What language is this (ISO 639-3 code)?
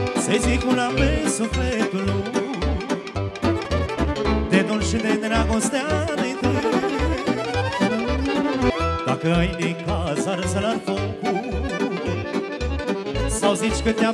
ron